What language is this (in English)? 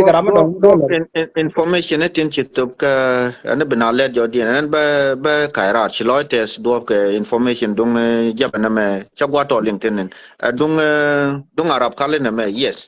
Nuer